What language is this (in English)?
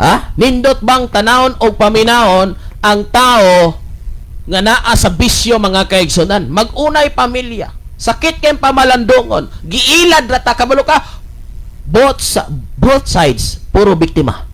Cebuano